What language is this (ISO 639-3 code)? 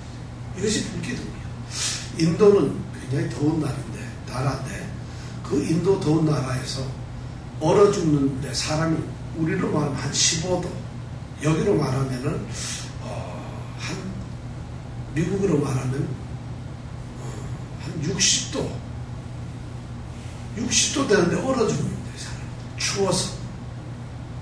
kor